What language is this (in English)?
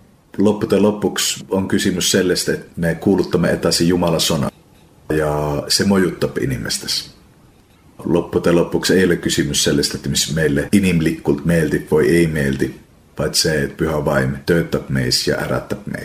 Estonian